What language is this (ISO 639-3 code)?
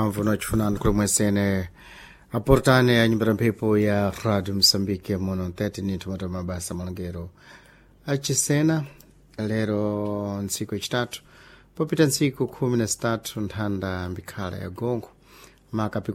seh